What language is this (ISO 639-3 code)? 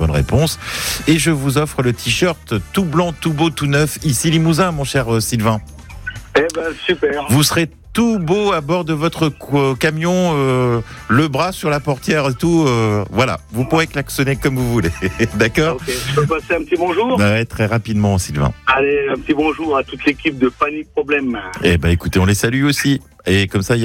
fra